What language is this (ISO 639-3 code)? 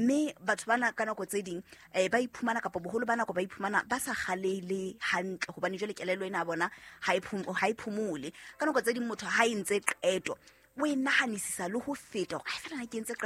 sot